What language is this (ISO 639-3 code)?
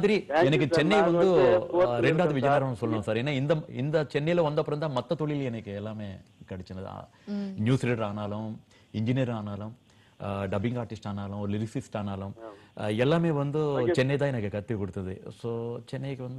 tam